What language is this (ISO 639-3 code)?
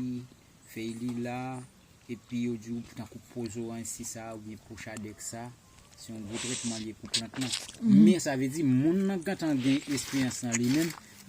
hat